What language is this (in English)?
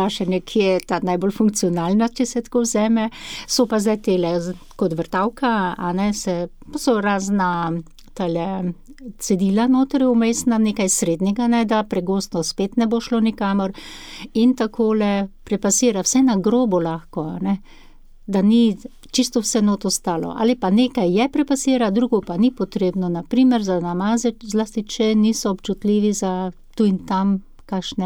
Slovenian